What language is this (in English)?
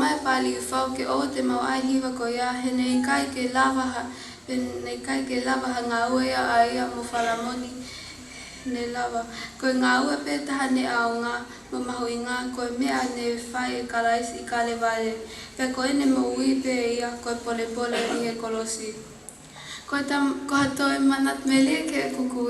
Tongan